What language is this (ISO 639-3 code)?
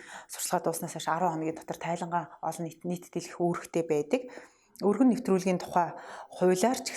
mon